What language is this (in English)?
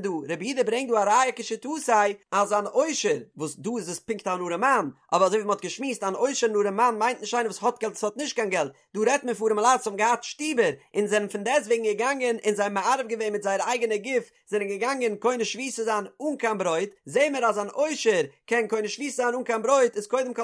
Yiddish